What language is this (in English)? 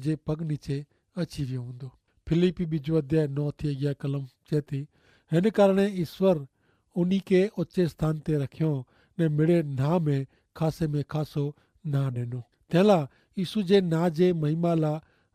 Kachhi